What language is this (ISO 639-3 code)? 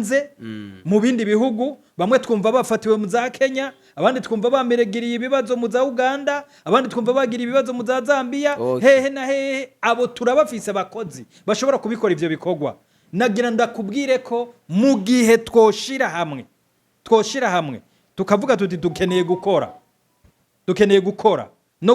run